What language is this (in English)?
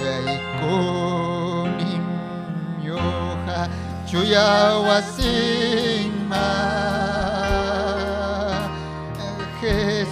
Ayacucho Quechua